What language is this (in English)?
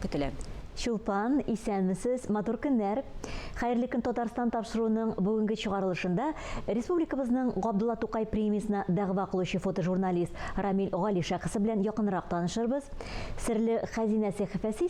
Tatar